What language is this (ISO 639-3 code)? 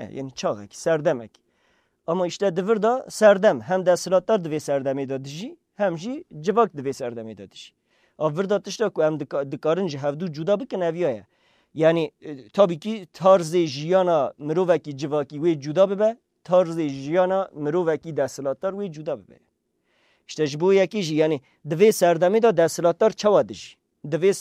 kur